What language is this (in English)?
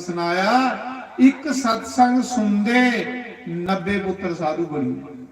Dogri